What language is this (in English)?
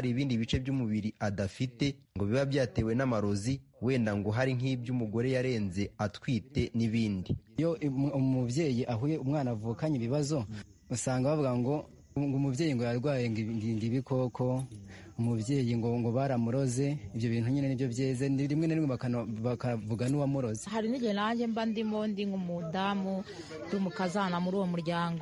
Kinyarwanda